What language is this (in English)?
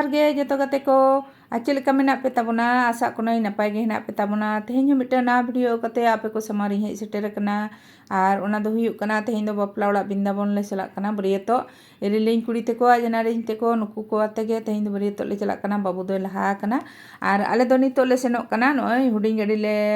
Santali